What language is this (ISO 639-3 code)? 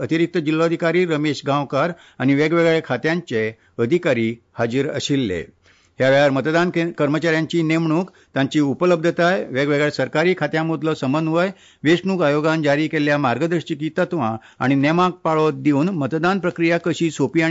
kok